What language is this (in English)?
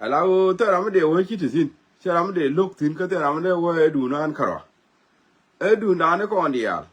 Nuer